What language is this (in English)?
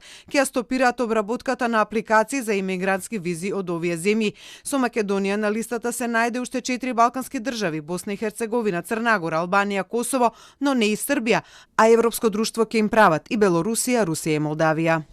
Macedonian